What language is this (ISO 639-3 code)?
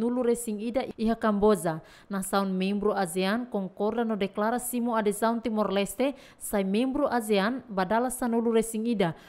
tet